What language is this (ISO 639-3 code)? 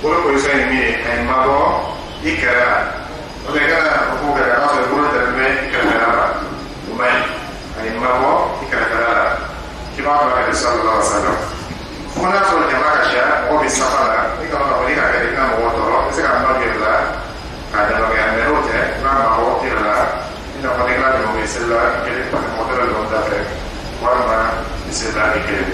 dyu